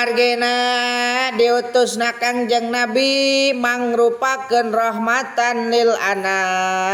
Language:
Sundanese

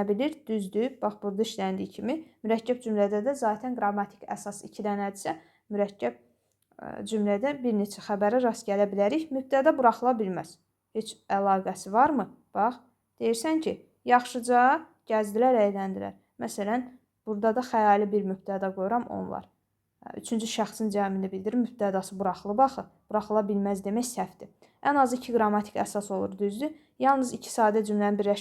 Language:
Azerbaijani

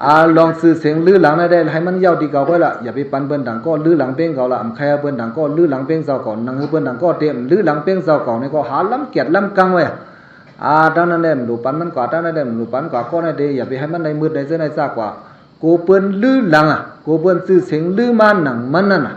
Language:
Shan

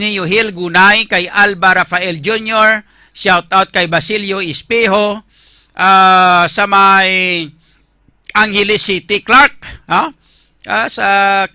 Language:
Hiligaynon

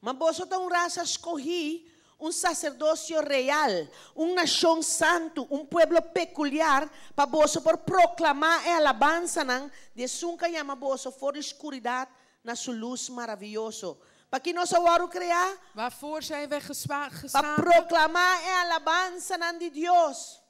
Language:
Papiamento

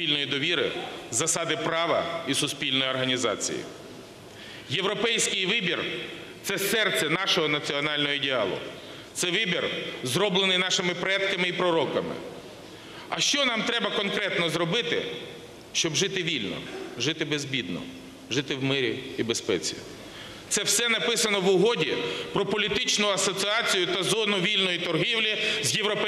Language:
Ukrainian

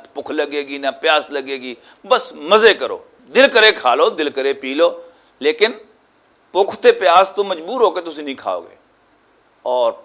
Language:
Western Panjabi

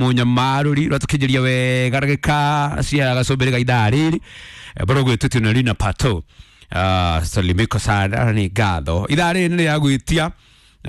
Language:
Kikuyu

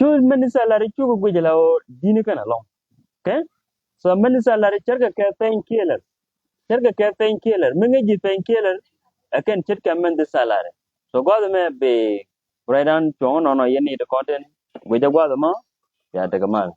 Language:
Nuer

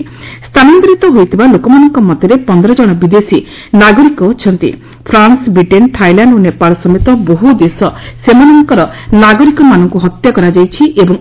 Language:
Odia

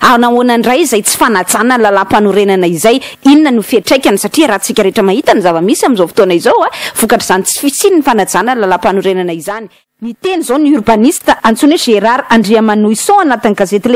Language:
Malagasy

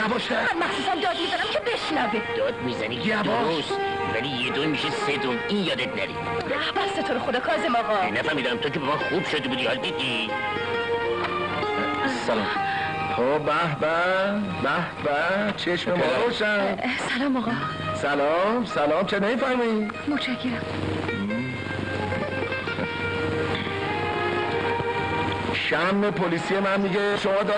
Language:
Persian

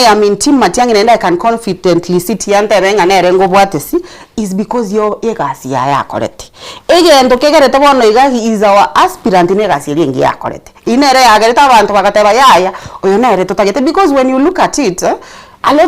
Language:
Gusii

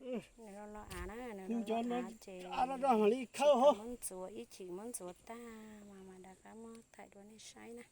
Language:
Hmong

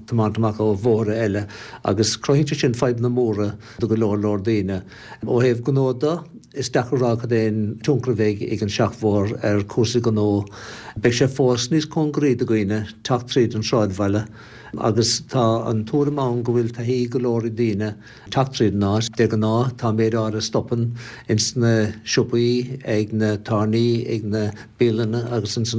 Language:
Irish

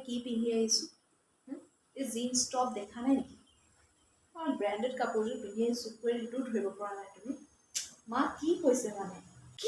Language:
Assamese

